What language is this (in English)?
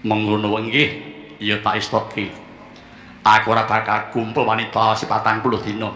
Javanese